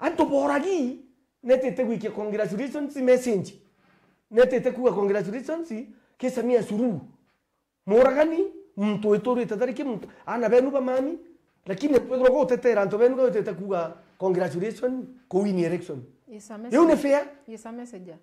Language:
Meru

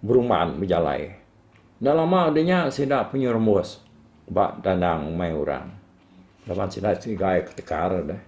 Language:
Iban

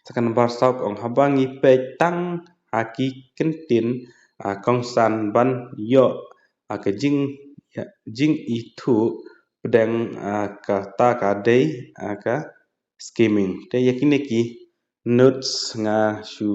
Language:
Khasi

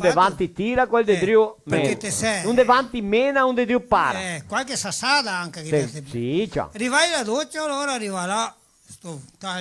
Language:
Venetian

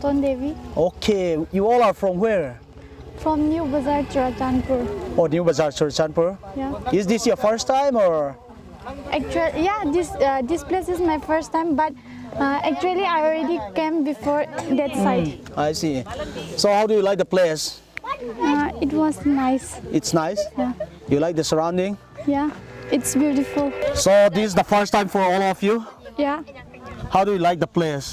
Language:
Paite Chin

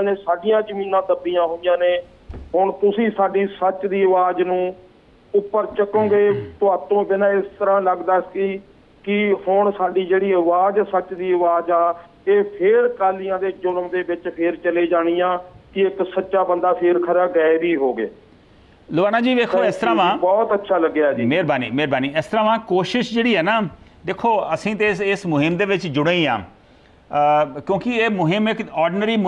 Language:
Punjabi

